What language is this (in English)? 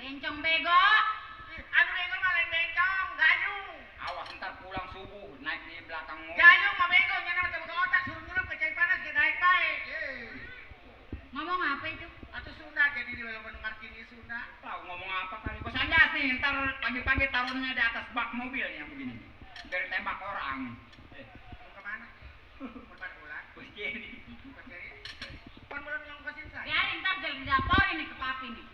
Betawi